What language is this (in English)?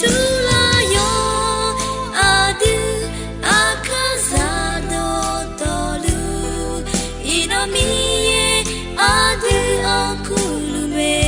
Akha